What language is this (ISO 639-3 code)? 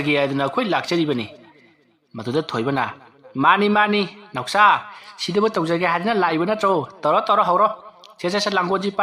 mni